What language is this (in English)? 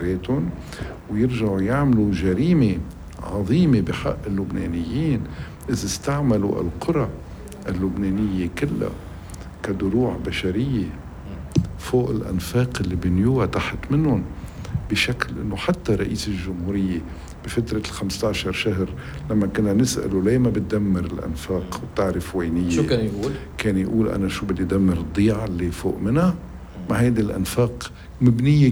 North Levantine Arabic